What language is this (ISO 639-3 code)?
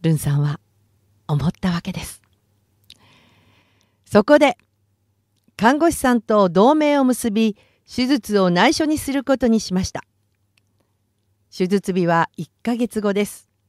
jpn